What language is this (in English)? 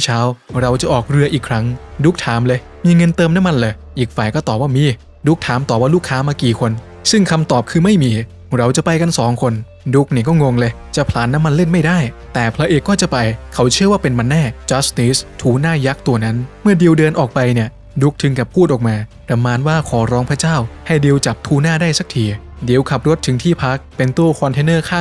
Thai